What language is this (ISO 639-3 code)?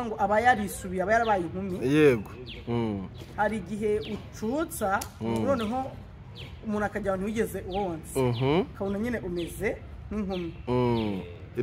kin